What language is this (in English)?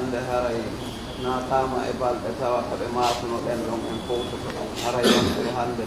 Fula